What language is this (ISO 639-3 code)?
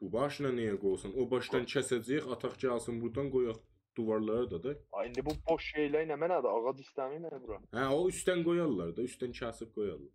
azb